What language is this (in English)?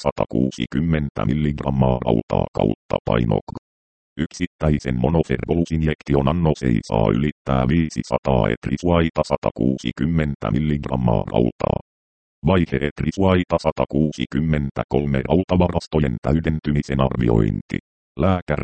Finnish